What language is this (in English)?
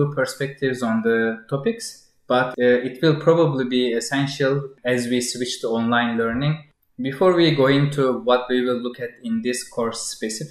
English